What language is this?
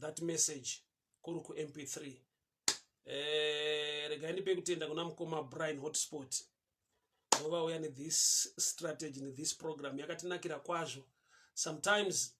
Shona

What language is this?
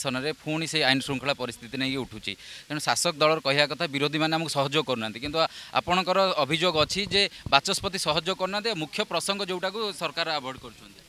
Odia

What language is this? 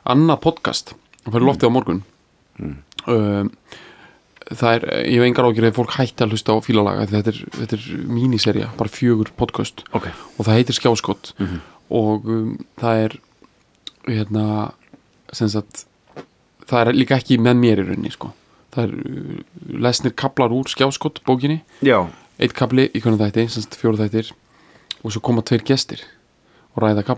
Icelandic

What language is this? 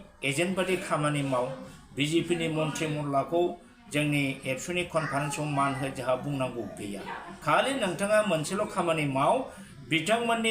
Bodo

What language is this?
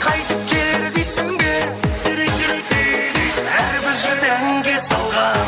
Kara-Kalpak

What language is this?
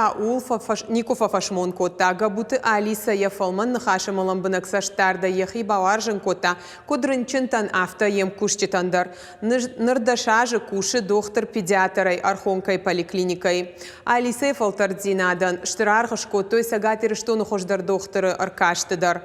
Ossetic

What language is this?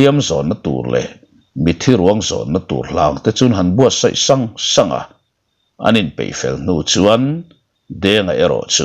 Mizo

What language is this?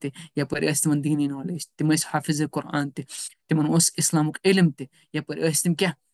Kashmiri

